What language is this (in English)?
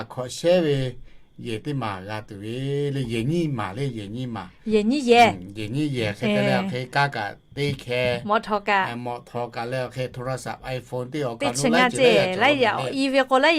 Lahu